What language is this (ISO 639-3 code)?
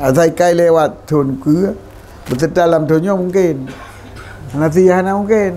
ace